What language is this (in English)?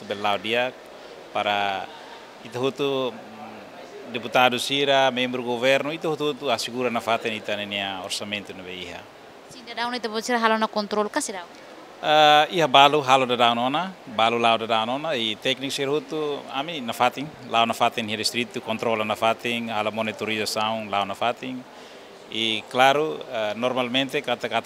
Tetum